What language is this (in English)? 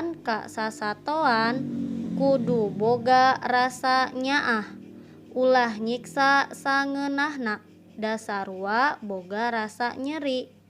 Sundanese